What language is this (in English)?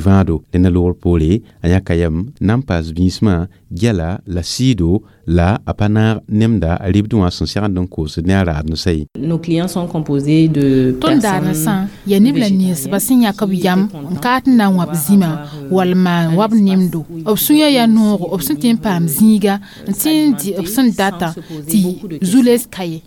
Mossi